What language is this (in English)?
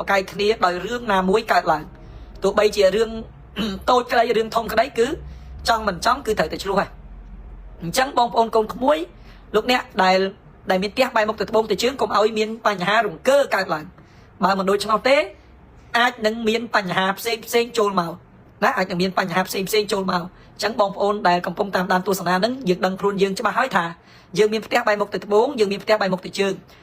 Khmer